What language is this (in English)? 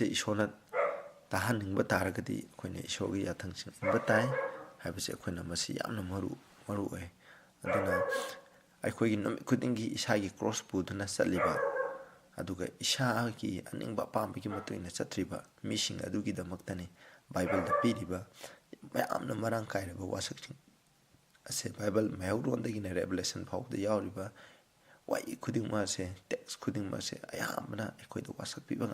Manipuri